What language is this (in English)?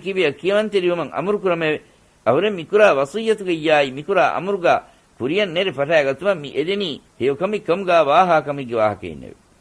Divehi